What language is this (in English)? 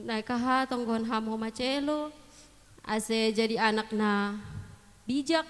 Batak Simalungun